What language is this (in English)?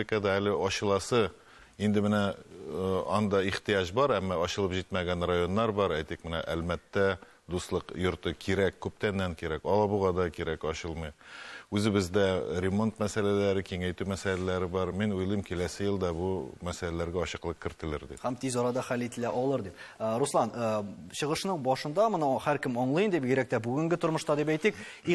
Tatar